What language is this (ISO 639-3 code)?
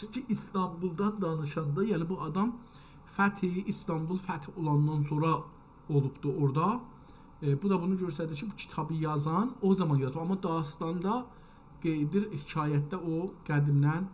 azb